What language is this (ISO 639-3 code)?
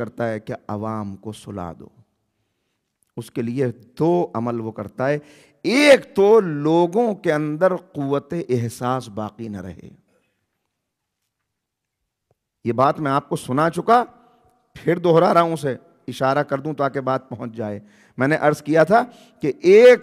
urd